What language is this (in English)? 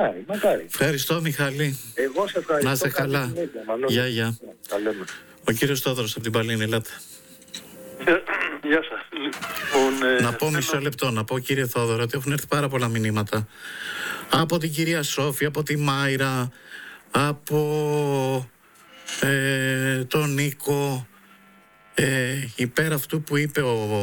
Greek